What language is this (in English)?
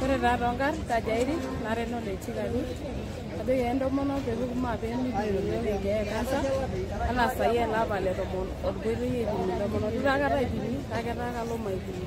Masai